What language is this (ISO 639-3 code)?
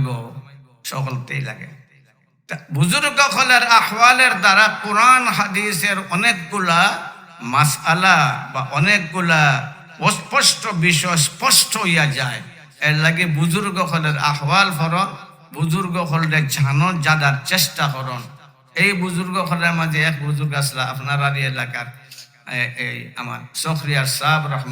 syl